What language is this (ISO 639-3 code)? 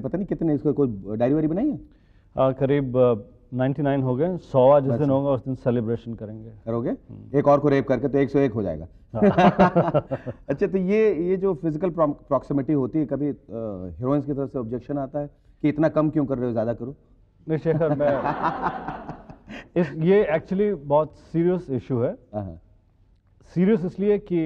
hin